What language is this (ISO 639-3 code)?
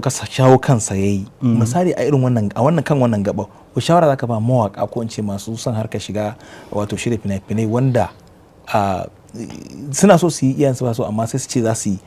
hau